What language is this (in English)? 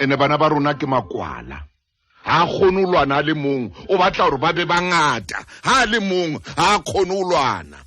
Southern Sotho